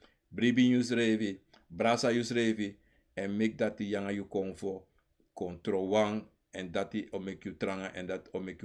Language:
Sranan Tongo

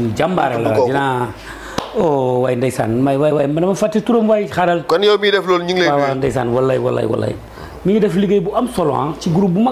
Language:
Wolof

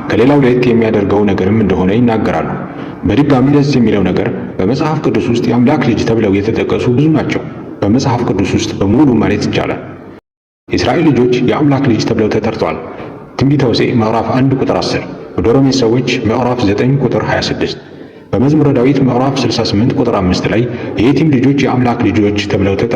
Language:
Amharic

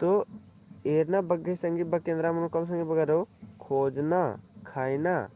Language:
Kurukh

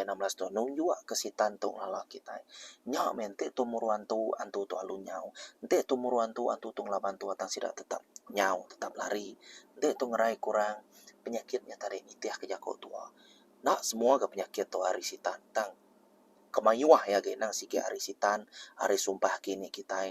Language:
Iban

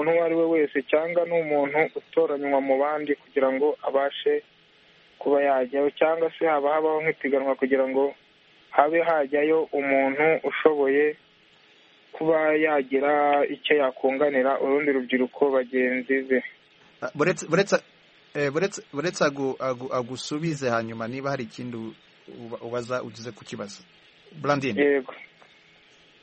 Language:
Kinyarwanda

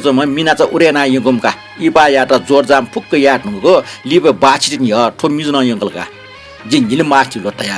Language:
Newari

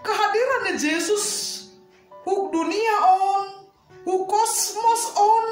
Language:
Batak Simalungun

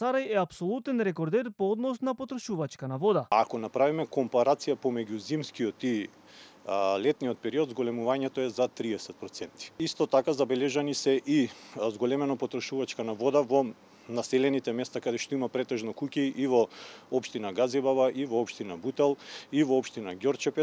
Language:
Macedonian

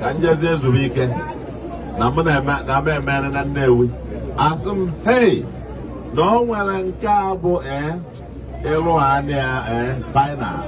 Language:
Igbo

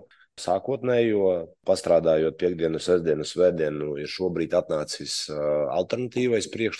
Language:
Latvian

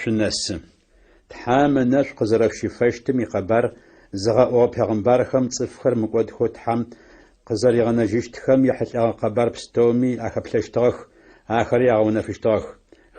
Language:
Adyghe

